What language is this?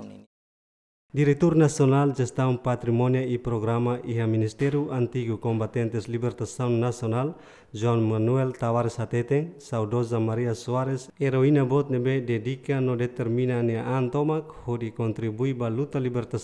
Tetum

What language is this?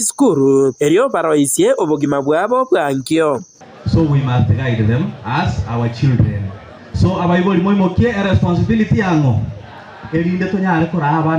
Gusii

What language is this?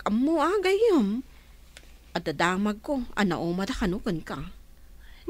Iloko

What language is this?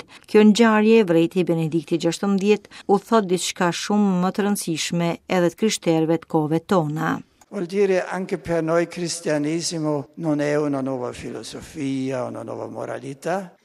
Albanian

